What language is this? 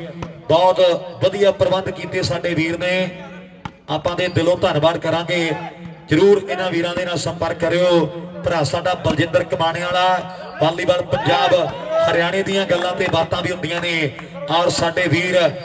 Punjabi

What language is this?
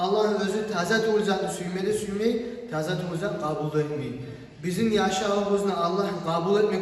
Kumyk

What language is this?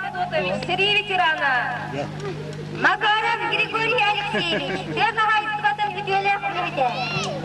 Yakut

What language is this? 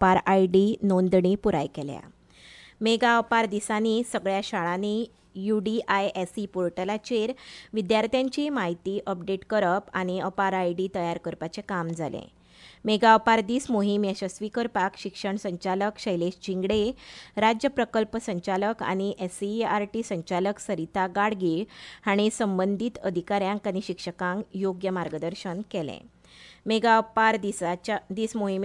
Konkani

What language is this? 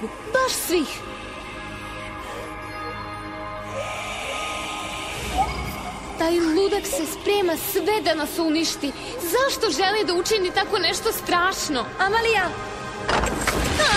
Serbian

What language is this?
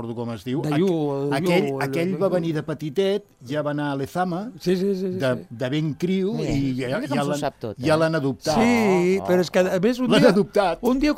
Catalan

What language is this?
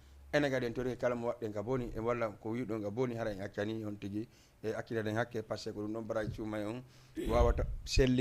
Fula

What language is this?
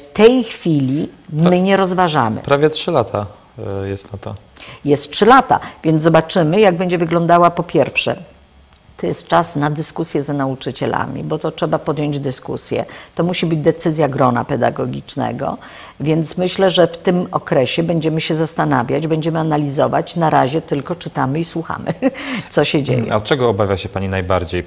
Polish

